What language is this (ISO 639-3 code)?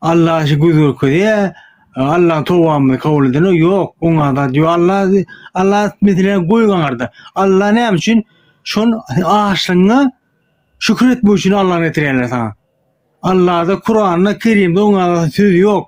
tuk